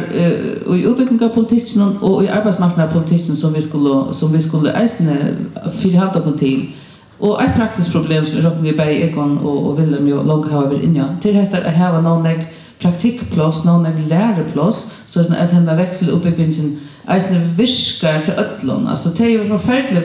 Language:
Faroese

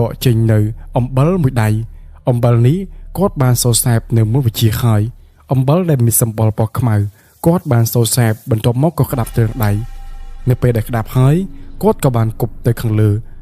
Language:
Khmer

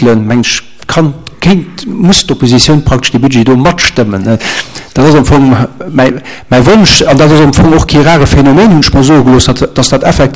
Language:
Luxembourgish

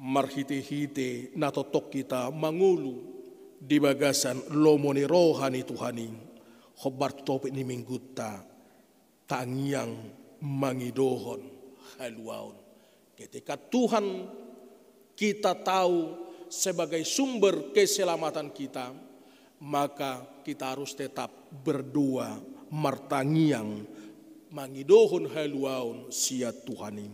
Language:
Batak Toba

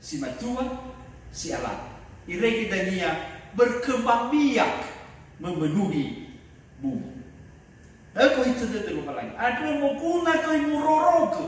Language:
Nias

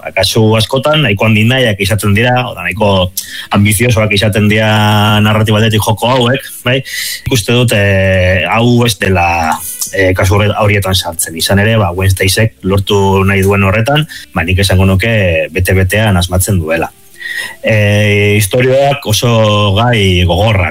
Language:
Basque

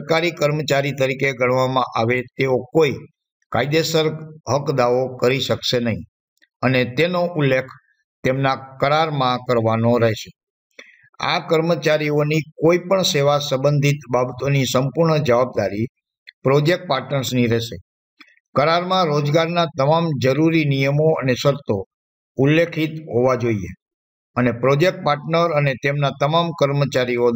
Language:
Gujarati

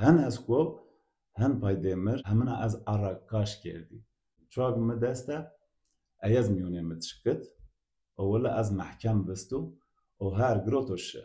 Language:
Zaza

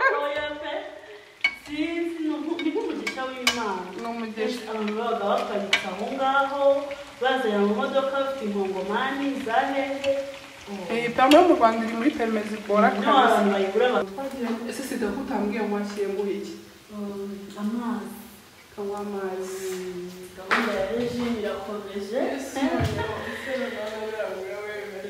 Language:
Kinyarwanda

